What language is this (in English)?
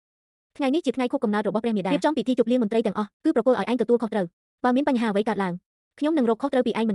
Khmer